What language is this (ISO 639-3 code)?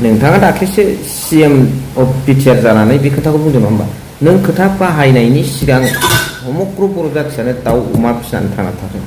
brx